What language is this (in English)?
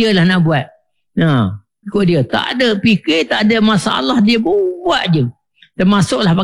Malay